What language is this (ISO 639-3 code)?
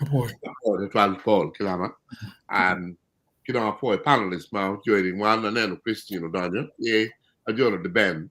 ach